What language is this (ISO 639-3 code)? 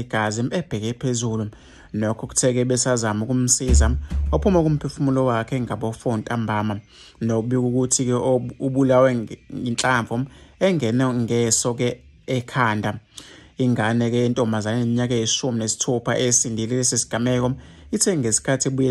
zul